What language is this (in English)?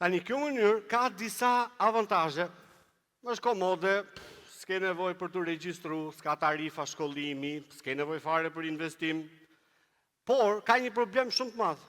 Albanian